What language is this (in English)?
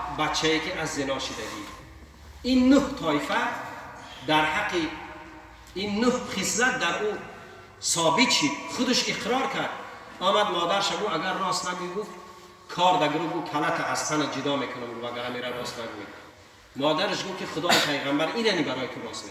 Tajik